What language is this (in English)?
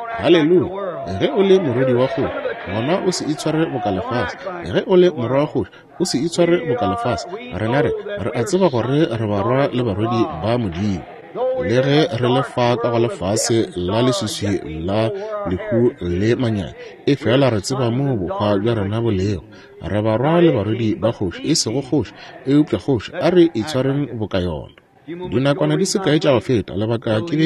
Northern Sotho